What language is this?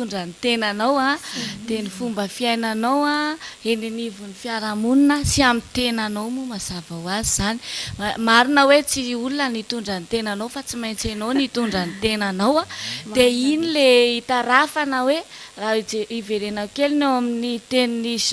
Malagasy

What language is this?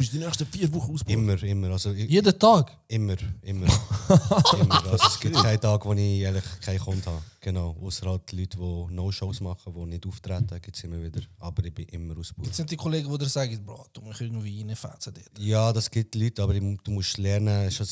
Swiss German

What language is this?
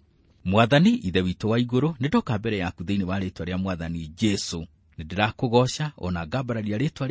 Kikuyu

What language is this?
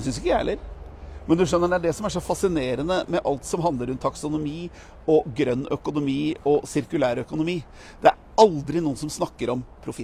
Norwegian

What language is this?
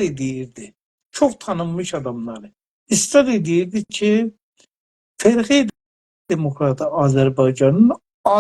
South Azerbaijani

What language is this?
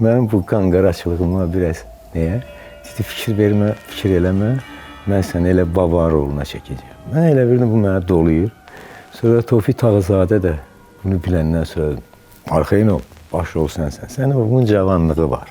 Azerbaijani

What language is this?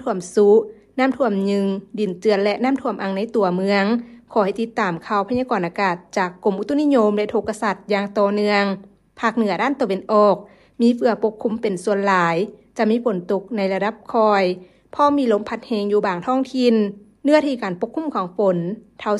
Lao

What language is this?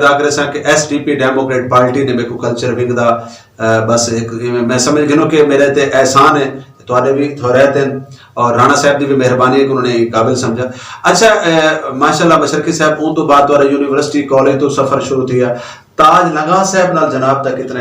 Saraiki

